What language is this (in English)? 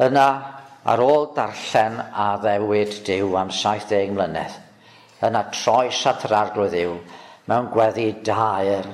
Welsh